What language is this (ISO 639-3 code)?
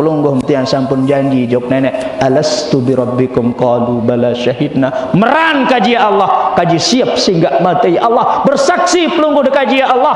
sas